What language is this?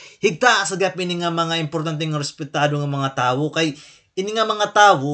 Waray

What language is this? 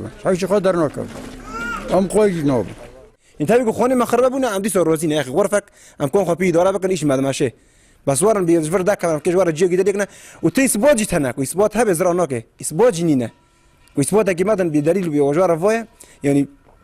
Kurdish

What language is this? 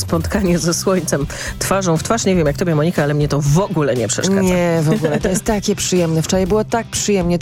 Polish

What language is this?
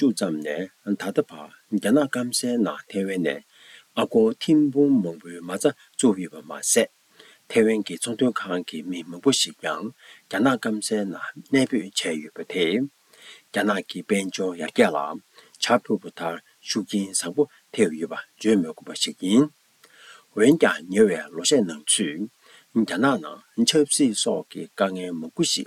Tibetan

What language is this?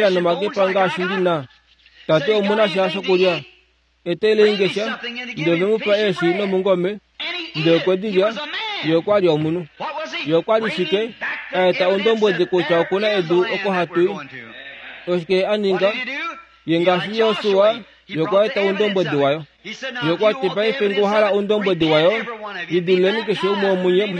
Kuanyama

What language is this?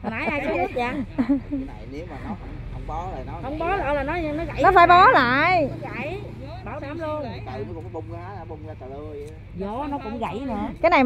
Vietnamese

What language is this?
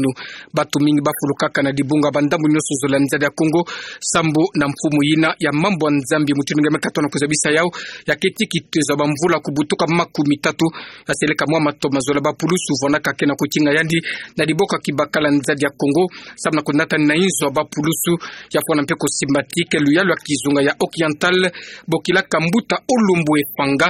Kituba (Democratic Republic of Congo)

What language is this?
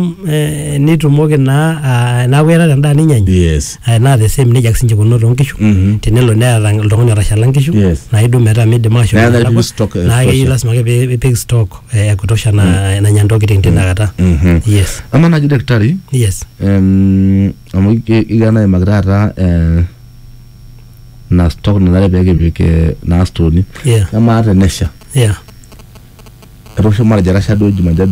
Masai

